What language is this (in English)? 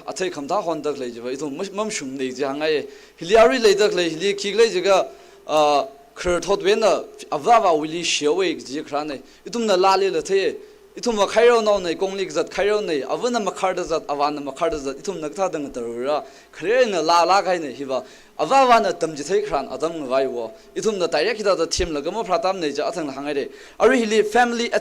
Tangkhul Naga (India)